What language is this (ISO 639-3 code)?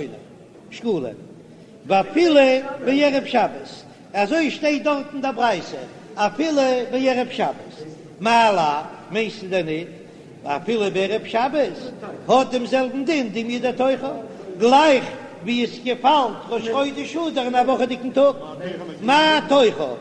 yid